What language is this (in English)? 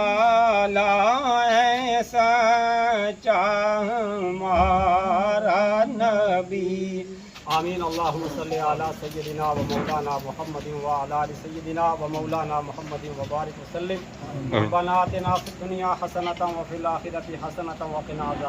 Pahari-Potwari